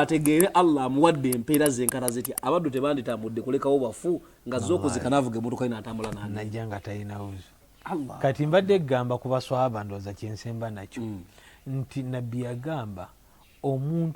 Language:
Ganda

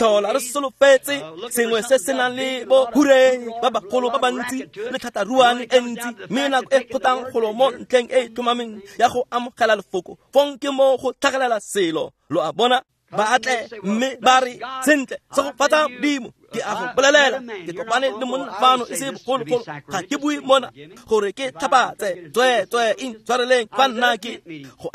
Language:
Tswana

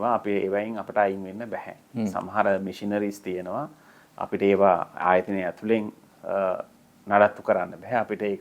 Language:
Sinhala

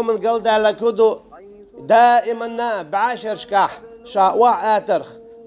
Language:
Chechen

